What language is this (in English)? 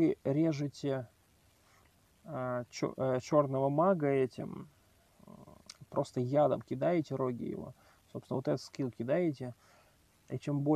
Russian